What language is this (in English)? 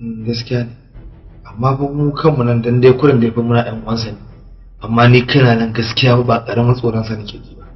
Hausa